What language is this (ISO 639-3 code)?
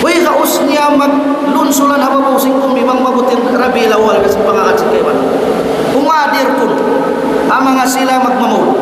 tsg